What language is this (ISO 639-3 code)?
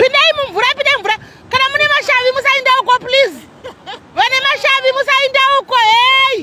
sna